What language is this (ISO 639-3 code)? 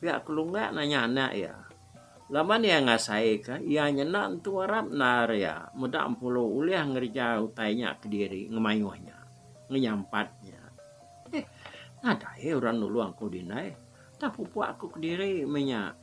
iba